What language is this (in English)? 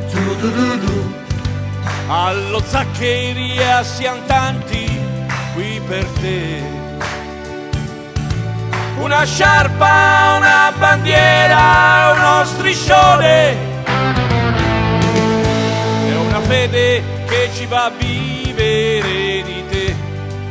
Italian